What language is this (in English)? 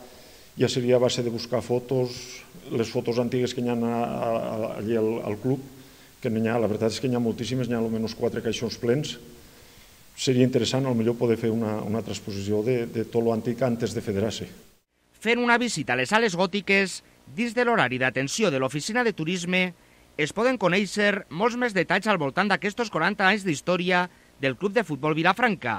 Catalan